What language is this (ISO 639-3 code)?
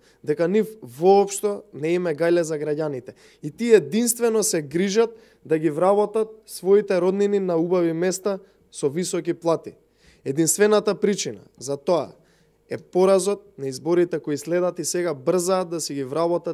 mkd